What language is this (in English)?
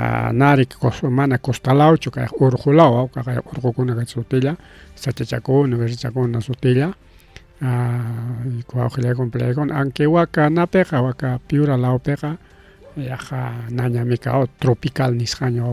Ayacucho Quechua